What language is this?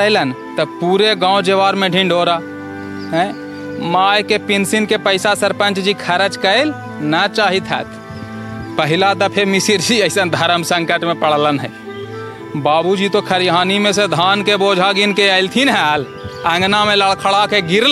Magahi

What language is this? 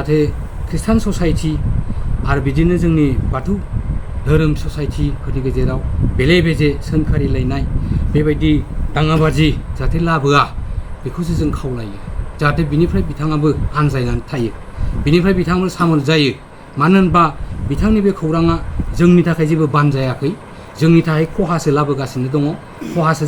Bodo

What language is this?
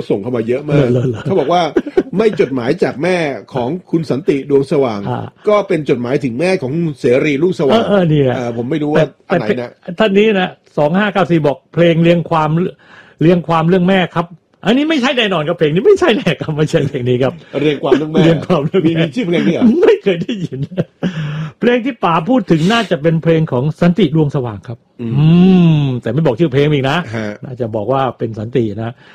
Thai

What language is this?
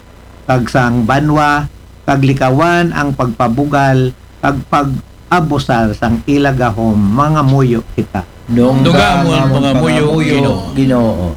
Aklanon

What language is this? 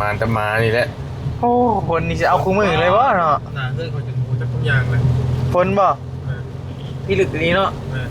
Northeastern Thai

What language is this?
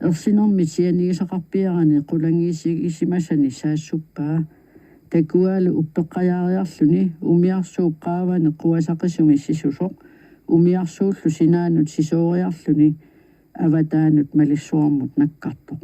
Kalaallisut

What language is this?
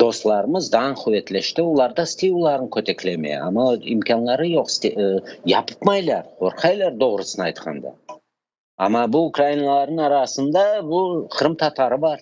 Crimean Tatar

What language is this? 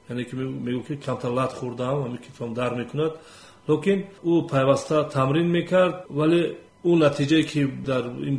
Tajik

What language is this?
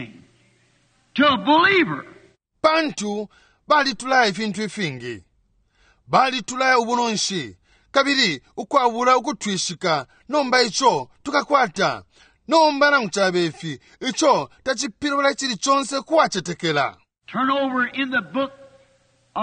Bemba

